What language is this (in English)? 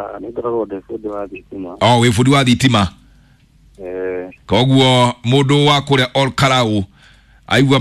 Kikuyu